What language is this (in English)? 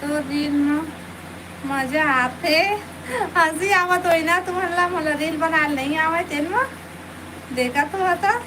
Chhattisgarhi